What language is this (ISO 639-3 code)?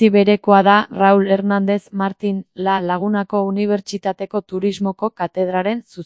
eus